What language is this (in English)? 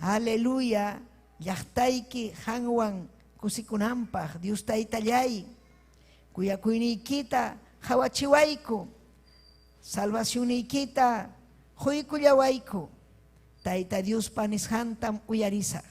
Ayacucho Quechua